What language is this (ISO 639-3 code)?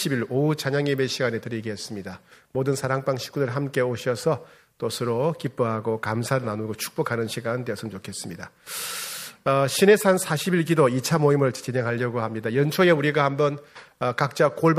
kor